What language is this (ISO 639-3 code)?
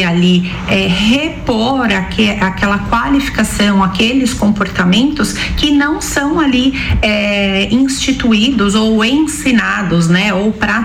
por